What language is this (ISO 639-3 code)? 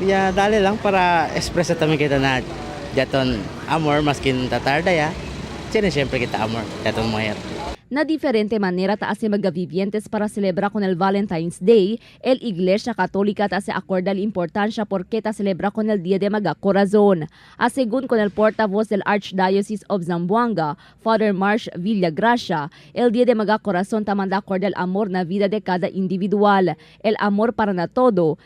cbk